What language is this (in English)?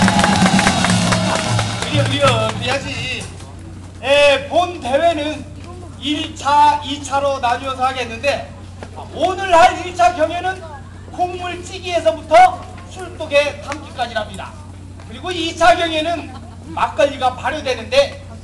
Korean